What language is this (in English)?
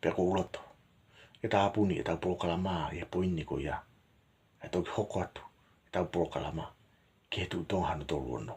Tongan